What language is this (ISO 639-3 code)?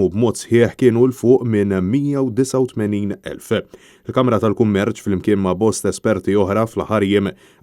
mlt